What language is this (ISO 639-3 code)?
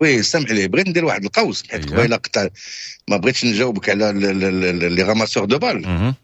ary